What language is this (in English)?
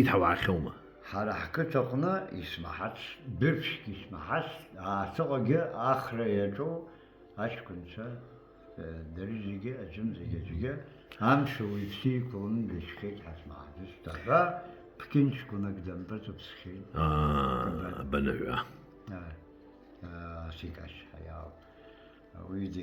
Abkhazian